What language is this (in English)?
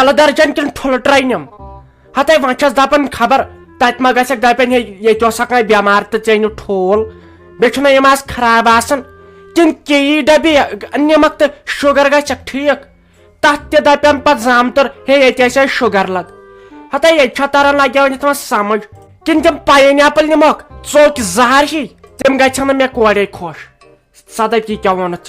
Kashmiri